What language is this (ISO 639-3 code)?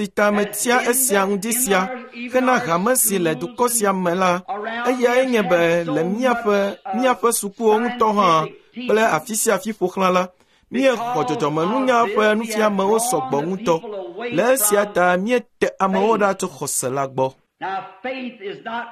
ewe